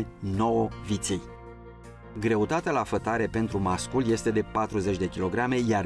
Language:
Romanian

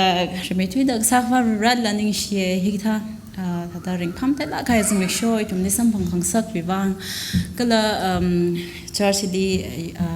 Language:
Tangkhul Naga (India)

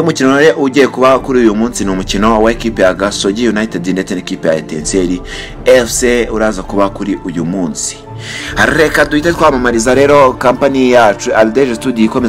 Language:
Kinyarwanda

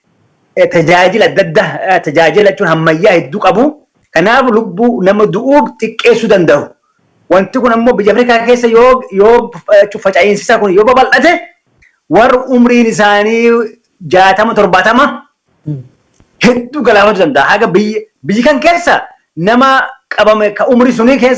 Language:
Oromo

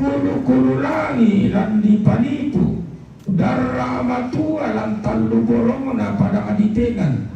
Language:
Toraja-Sa'dan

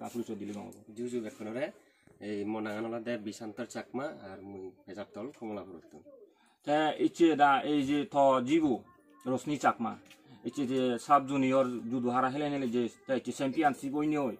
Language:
Chakma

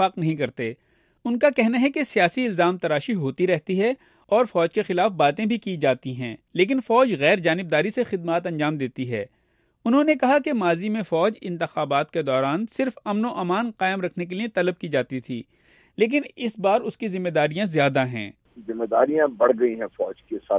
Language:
Urdu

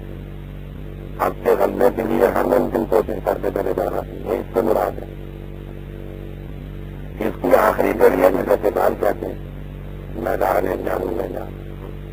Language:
Urdu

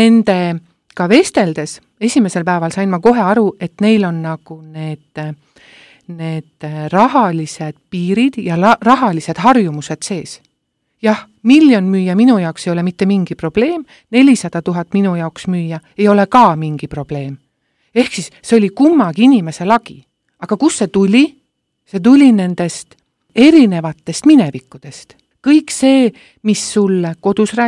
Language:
Estonian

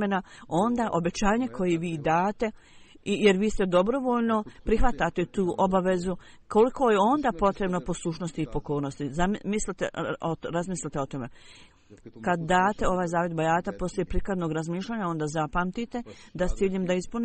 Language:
Bosnian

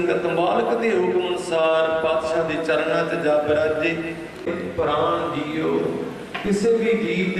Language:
Punjabi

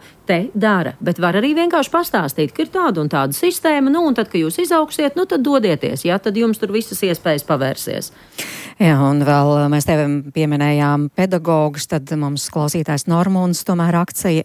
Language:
Latvian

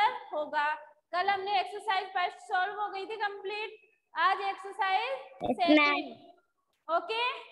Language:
Hindi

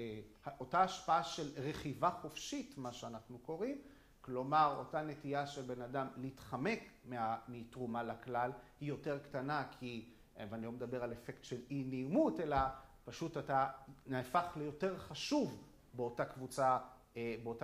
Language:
Hebrew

